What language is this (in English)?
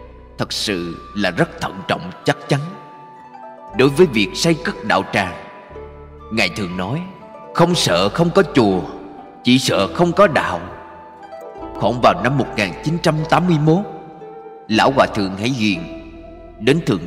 Vietnamese